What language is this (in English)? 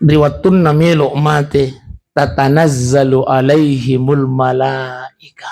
Buginese